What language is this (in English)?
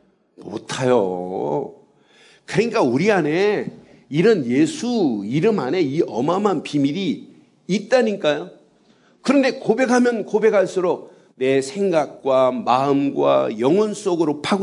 Korean